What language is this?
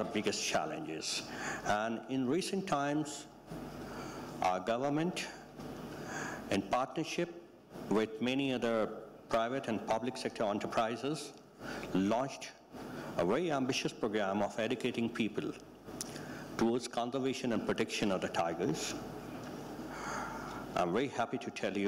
English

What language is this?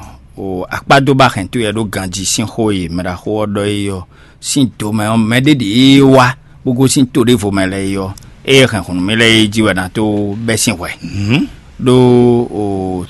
Fon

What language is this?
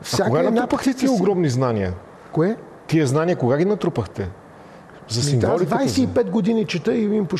Bulgarian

